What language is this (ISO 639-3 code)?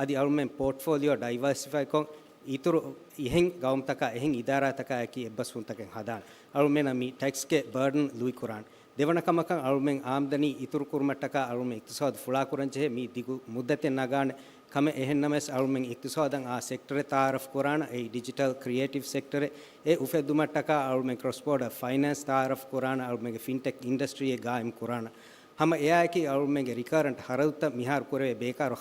div